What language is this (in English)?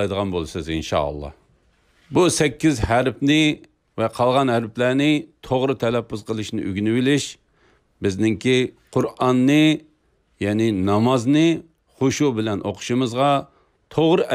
Uyghur